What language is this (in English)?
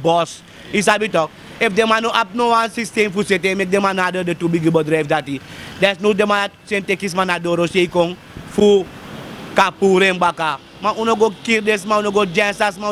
Sranan Tongo